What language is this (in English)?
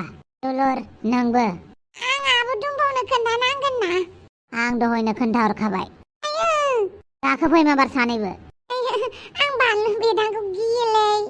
Bodo